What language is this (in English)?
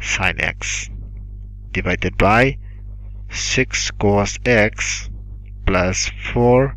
Manipuri